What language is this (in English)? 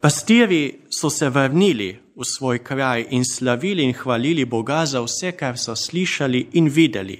Slovenian